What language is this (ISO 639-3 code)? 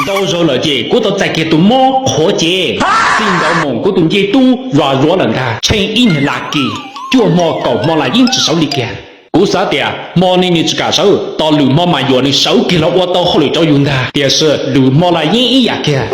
hmn